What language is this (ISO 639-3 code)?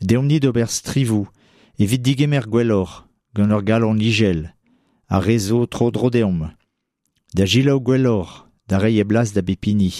bre